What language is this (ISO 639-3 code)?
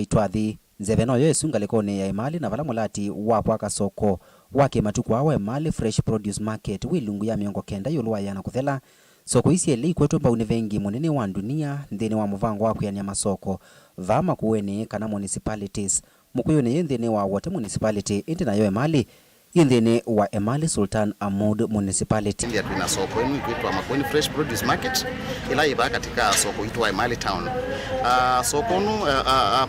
kam